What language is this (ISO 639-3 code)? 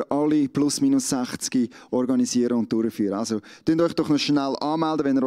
gsw